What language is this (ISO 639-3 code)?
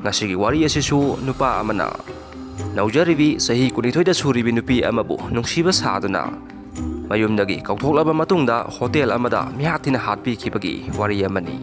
mni